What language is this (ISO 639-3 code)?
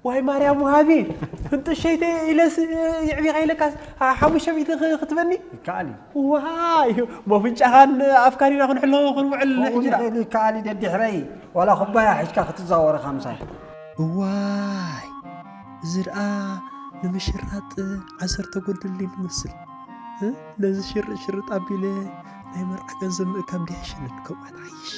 tir